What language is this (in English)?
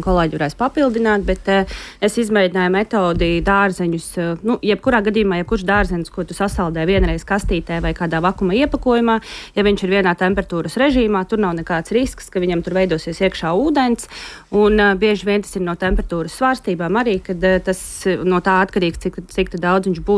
Latvian